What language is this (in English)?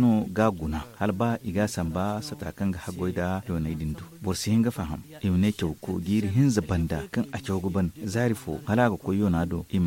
Zarma